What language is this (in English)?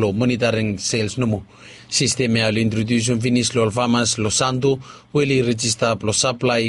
Bislama